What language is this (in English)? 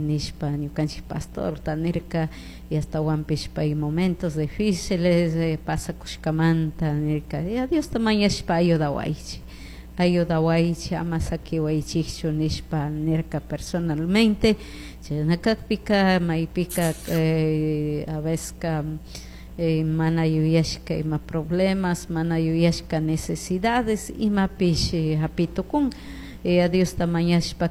Chimborazo Highland Quichua